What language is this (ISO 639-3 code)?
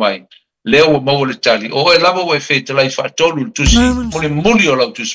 smo